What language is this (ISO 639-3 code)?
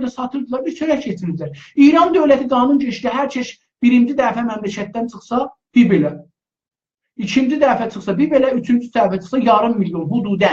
azb